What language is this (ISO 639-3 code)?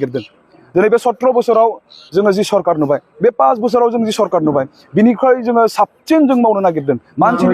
brx